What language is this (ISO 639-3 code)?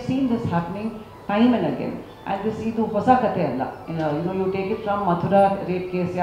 kan